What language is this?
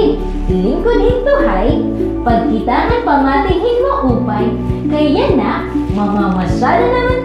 Waray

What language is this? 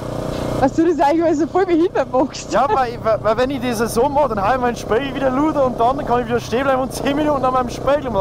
Bavarian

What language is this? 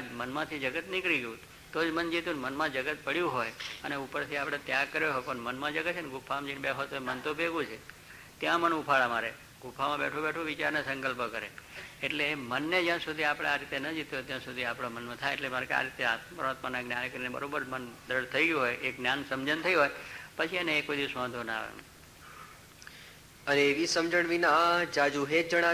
Gujarati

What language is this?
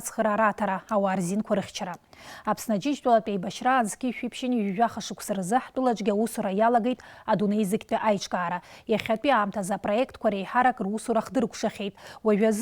Abkhazian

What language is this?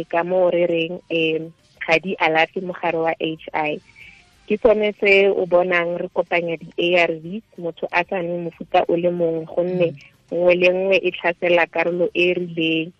Tswana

